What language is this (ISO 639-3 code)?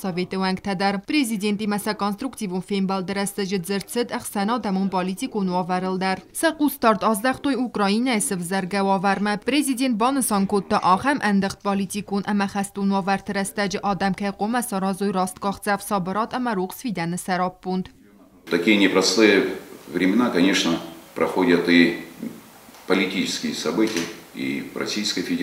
oss